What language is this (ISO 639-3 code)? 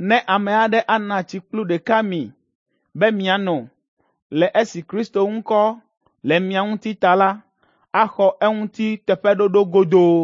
ewe